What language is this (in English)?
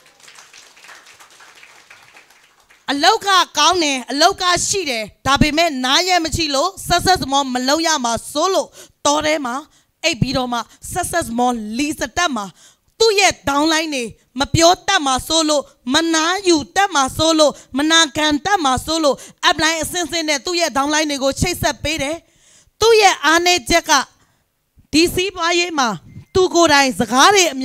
Burmese